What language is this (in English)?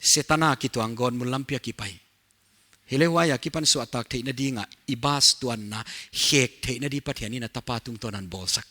Paite Chin